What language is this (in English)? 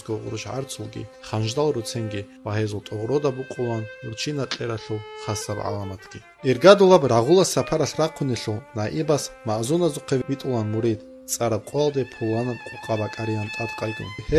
Avaric